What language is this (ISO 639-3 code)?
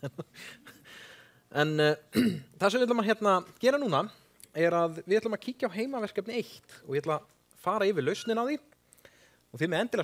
isl